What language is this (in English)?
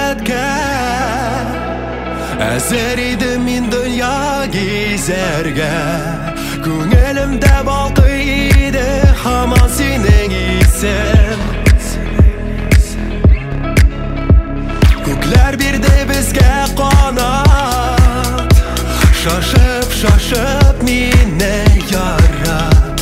Tatar